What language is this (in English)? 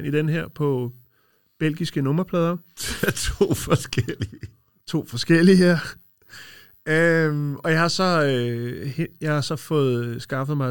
Danish